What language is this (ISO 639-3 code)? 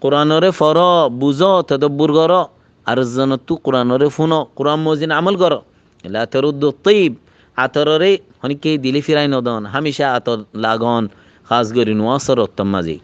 rhg